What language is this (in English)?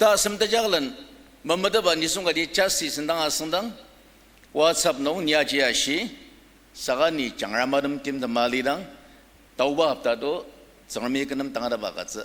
Ao Naga